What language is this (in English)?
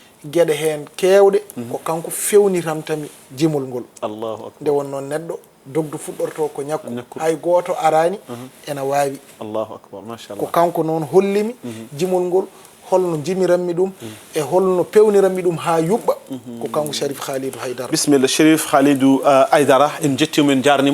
Fula